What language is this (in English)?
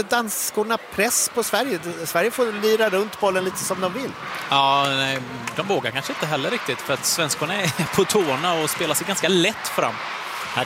Swedish